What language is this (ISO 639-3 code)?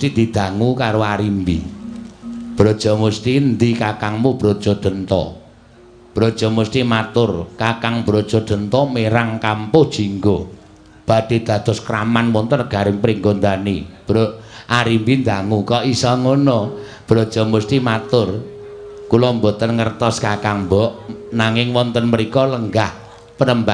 jav